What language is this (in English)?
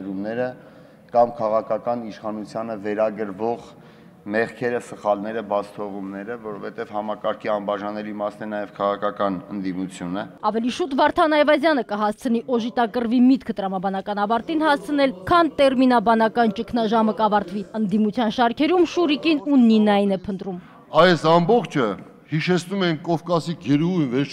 Armenian